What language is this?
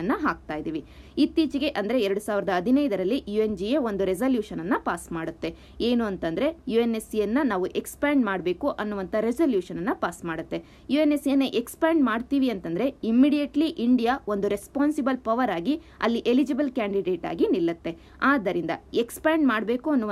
Kannada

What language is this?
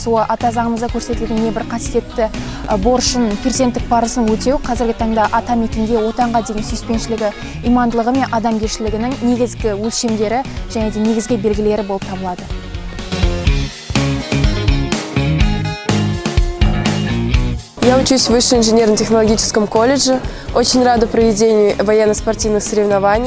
Kazakh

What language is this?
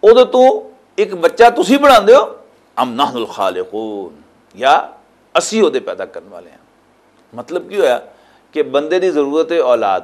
Western Panjabi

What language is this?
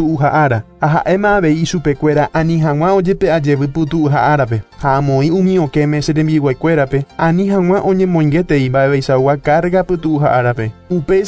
Guarani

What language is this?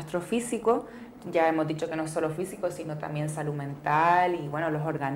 Spanish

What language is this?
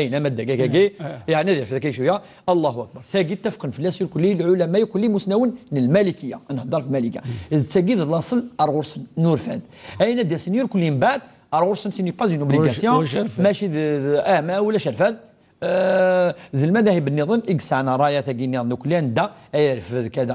Kabyle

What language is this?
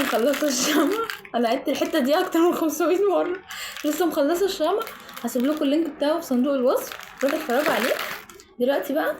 Egyptian Arabic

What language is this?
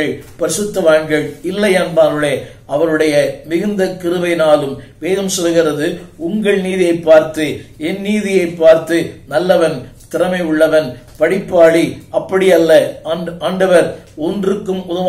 Tamil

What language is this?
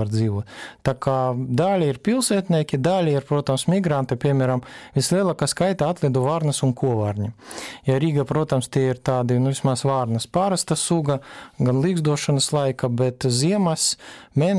Latvian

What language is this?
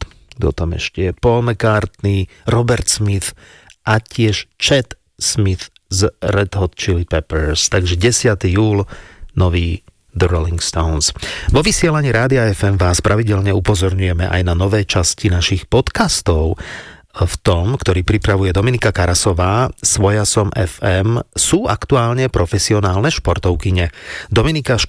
Slovak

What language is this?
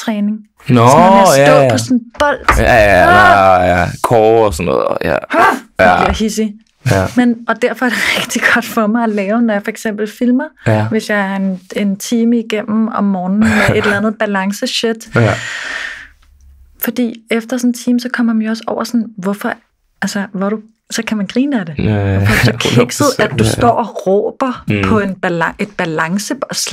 Danish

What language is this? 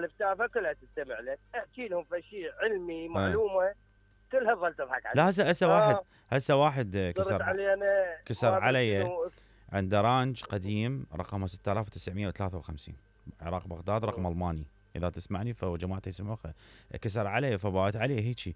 Mesopotamian Arabic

